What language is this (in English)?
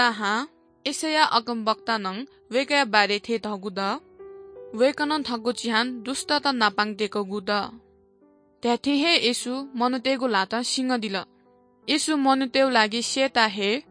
Newari